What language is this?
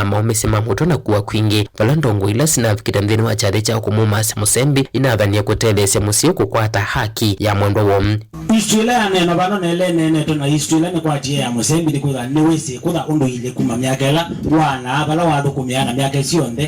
Kamba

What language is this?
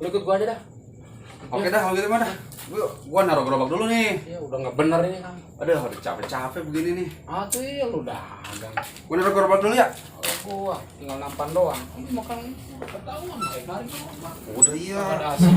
Betawi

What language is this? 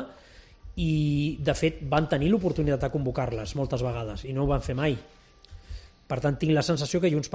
Catalan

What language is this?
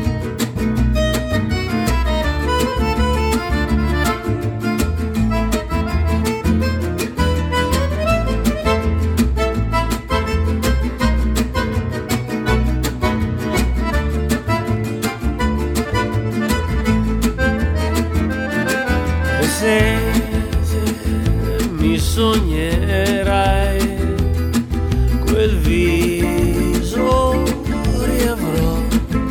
Italian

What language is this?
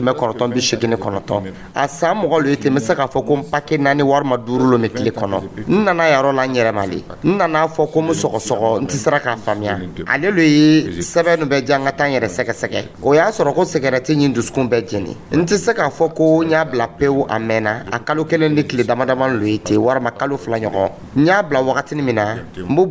Dyula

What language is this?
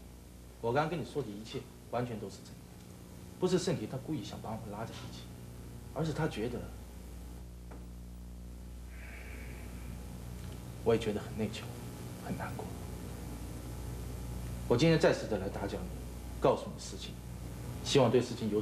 Chinese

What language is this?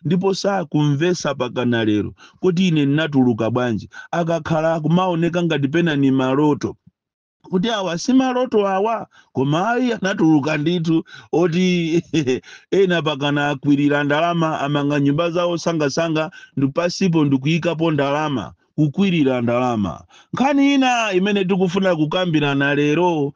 Nyanja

